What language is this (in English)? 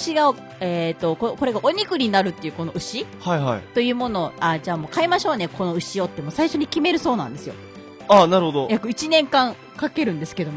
Japanese